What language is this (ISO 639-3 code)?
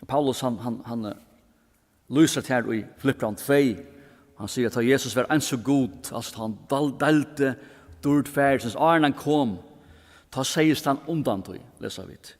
fao